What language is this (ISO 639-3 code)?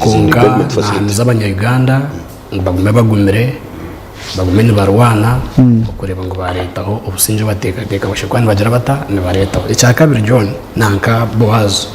nyn